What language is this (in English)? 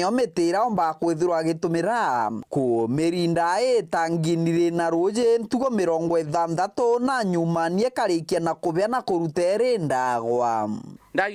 Meru